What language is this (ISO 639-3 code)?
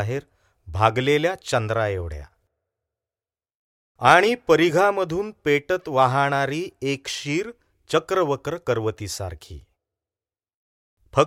mar